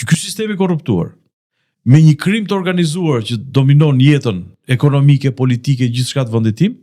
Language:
Albanian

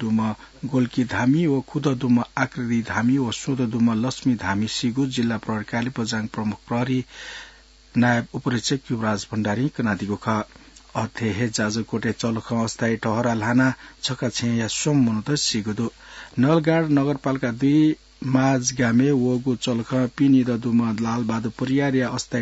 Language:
Newari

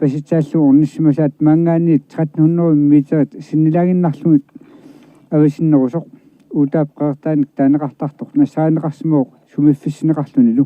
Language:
Kalaallisut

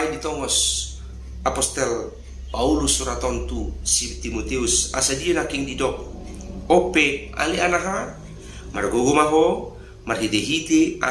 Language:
Batak Toba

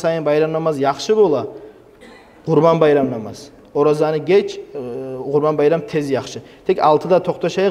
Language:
Kumyk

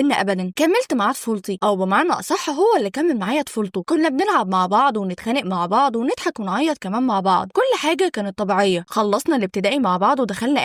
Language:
Egyptian Arabic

